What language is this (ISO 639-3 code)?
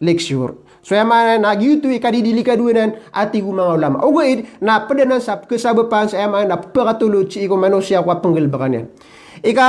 mrw